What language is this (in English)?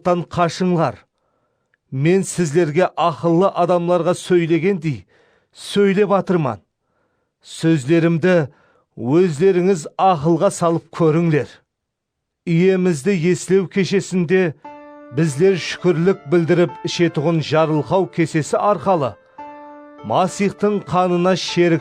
Kara-Kalpak